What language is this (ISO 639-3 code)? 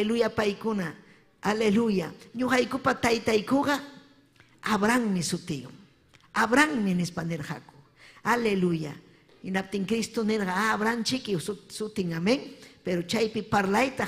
quy